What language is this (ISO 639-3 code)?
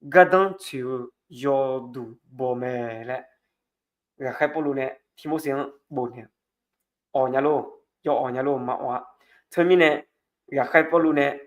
ahk